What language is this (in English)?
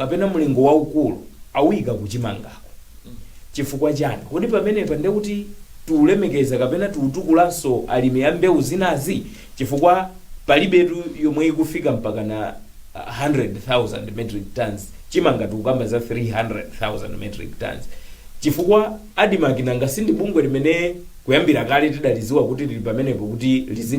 Nyanja